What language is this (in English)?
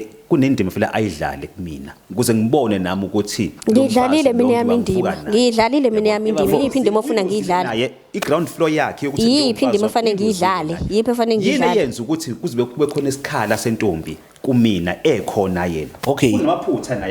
Zulu